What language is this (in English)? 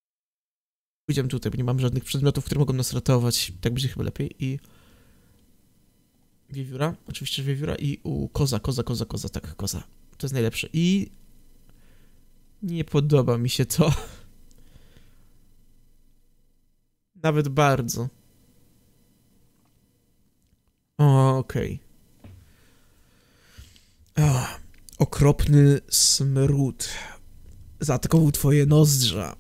Polish